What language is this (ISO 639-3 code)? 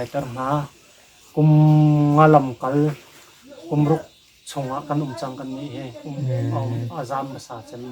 cnh